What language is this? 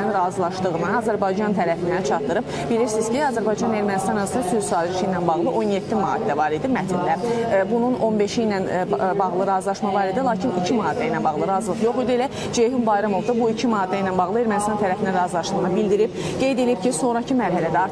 Azerbaijani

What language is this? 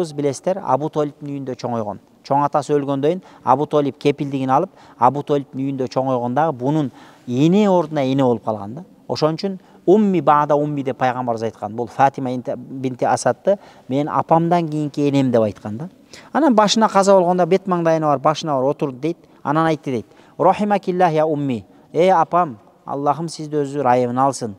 Kyrgyz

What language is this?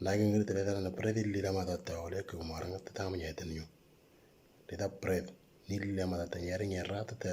Moro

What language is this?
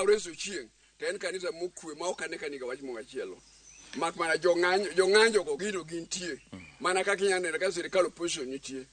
Luo (Kenya and Tanzania)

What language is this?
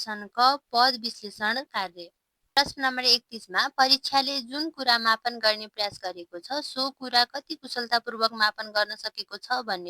Nepali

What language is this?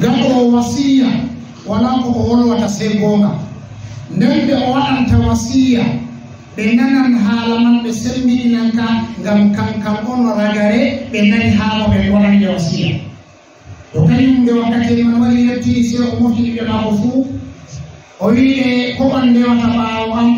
Fula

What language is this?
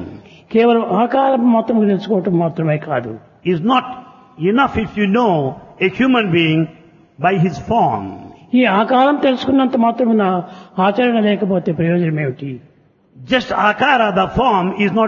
Telugu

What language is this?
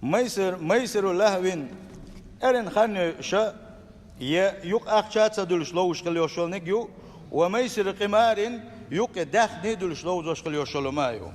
Chechen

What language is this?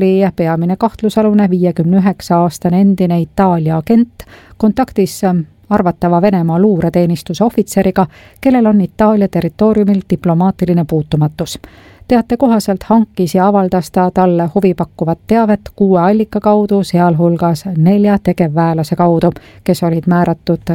Estonian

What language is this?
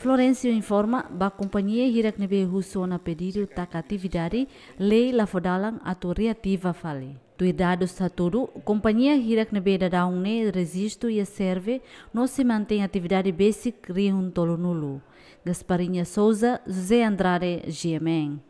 Tetum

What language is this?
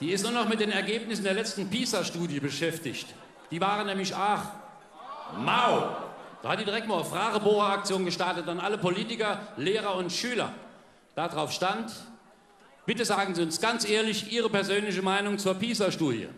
Palatine German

